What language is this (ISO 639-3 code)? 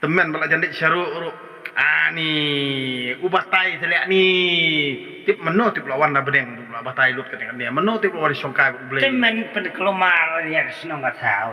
kha